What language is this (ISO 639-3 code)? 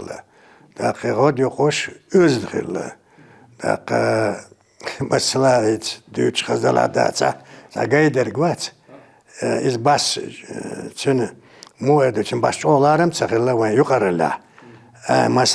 che